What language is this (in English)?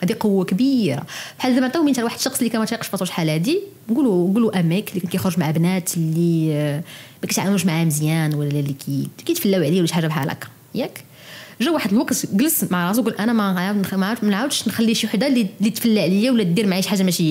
Moroccan Arabic